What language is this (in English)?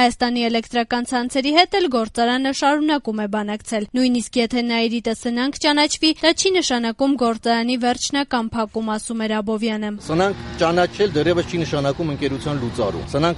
Armenian